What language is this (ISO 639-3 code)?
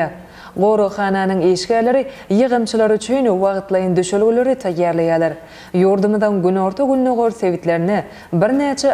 tuk